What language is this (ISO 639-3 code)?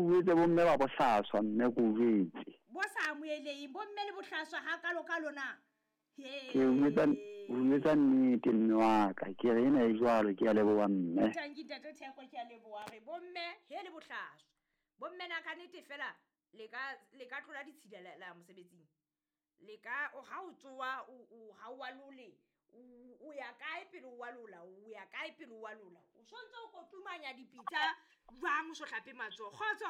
sot